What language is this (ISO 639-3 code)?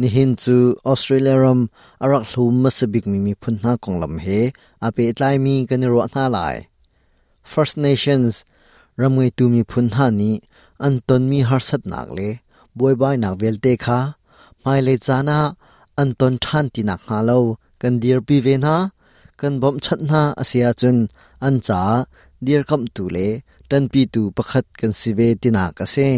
cnh